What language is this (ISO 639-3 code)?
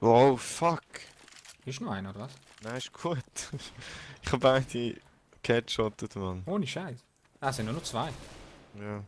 gsw